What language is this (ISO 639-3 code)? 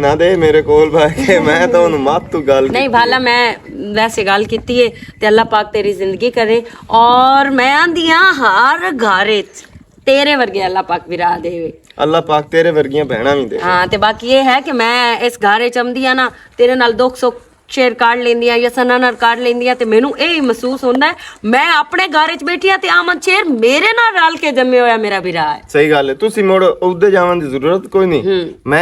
lah